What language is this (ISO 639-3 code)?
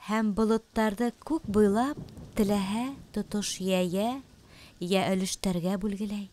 bak